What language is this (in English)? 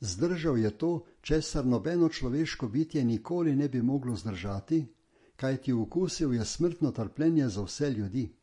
Slovenian